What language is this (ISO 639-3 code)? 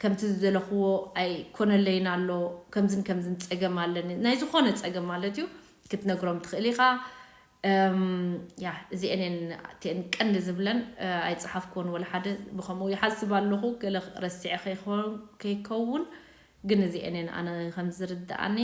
tir